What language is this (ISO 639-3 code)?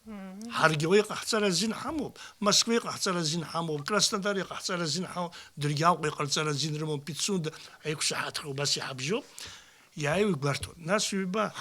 abk